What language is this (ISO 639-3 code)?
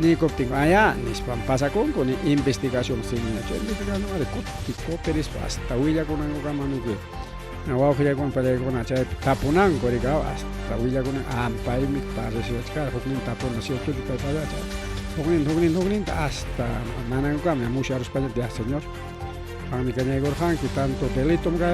quy